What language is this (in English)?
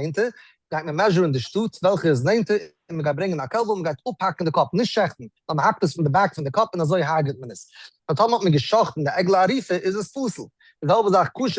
Yiddish